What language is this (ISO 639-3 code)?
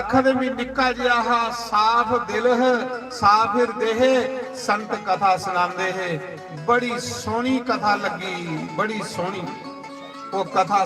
doi